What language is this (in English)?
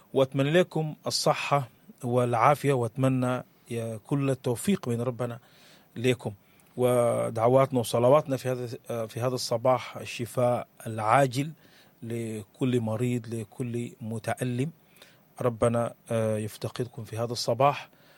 Sudanese Arabic